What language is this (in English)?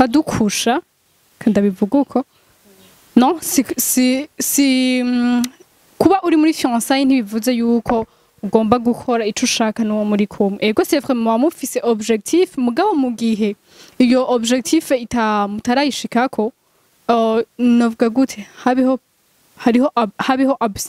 Rundi